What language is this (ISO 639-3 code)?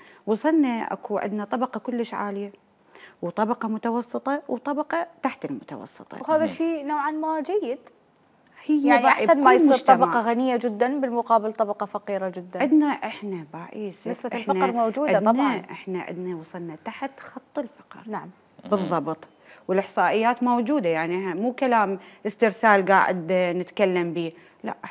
acm